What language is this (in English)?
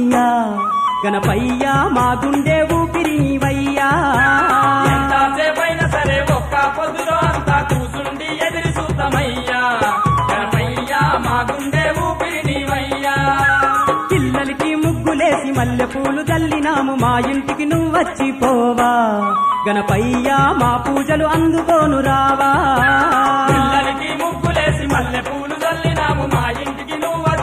Telugu